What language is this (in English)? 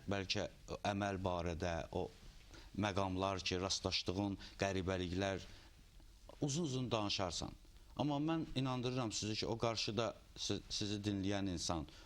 Azerbaijani